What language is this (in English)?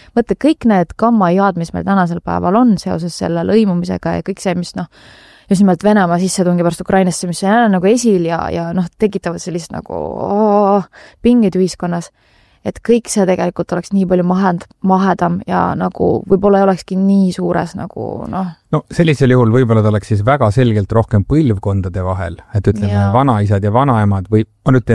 Estonian